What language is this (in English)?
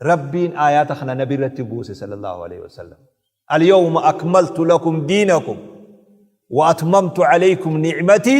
Oromo